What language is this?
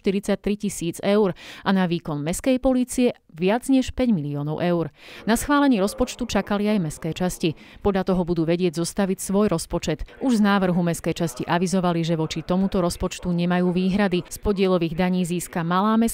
Slovak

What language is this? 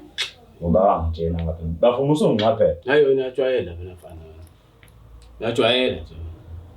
Zulu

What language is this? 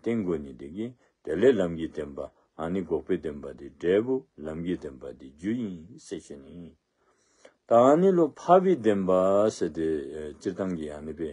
Dzongkha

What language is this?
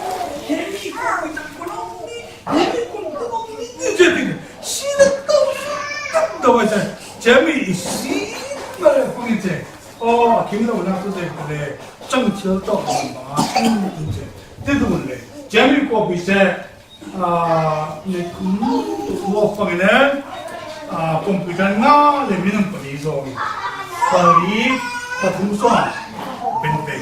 Falam Chin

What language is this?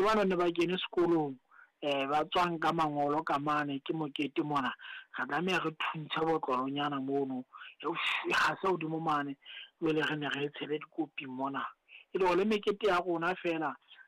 Southern Sotho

